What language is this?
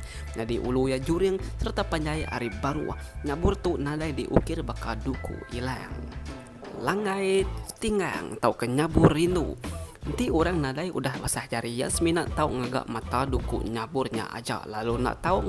Iban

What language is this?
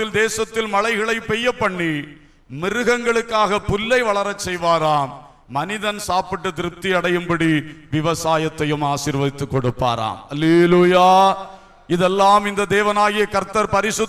Tamil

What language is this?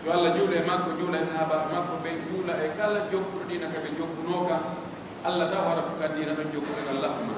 Pular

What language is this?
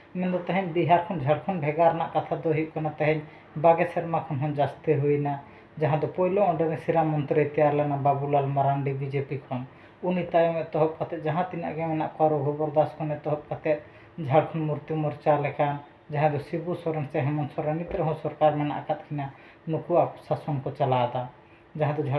Santali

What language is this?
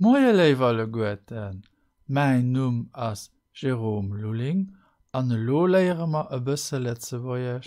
Luxembourgish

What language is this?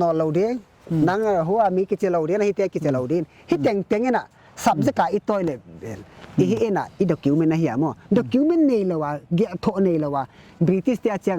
Paite Chin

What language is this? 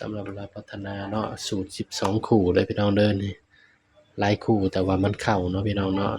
Northeastern Thai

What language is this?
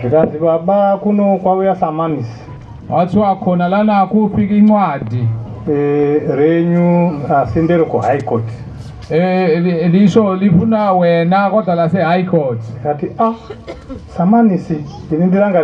Shona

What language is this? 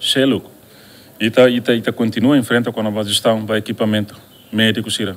Tetum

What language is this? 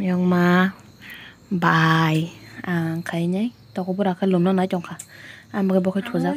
Kok Borok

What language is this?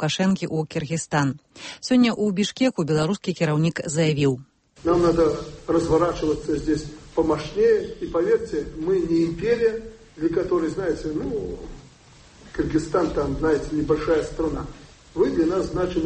Belarusian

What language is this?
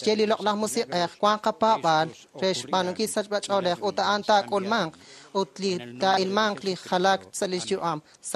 Kekchí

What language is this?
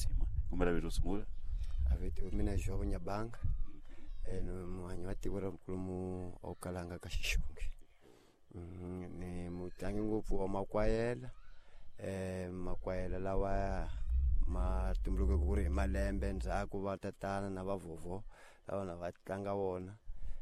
Tsonga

